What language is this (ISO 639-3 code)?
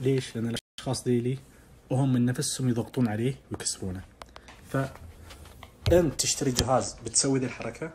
ars